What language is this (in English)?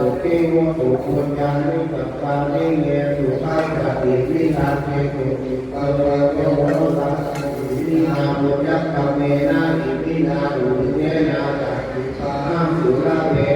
Pali